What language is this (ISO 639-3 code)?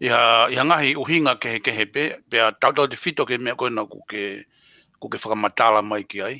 ton